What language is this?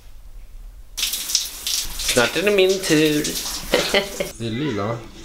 Swedish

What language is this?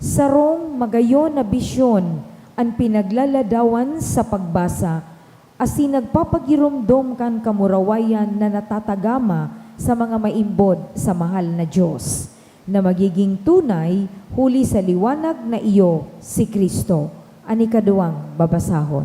Bikol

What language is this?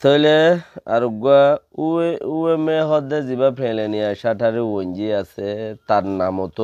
Rohingya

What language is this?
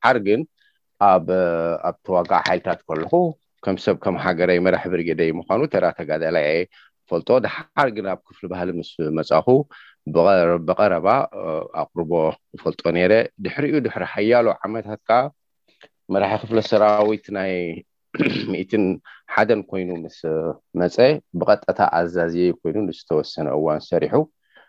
Tigrinya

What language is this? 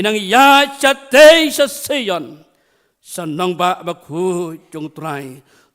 Khasi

